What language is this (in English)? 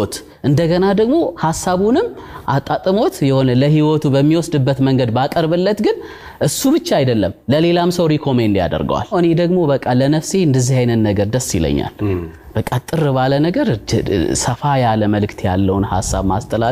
Amharic